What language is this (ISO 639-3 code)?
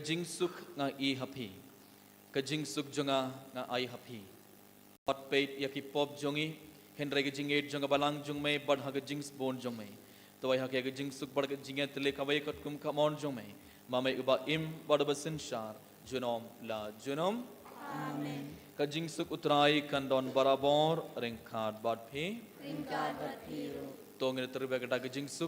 kha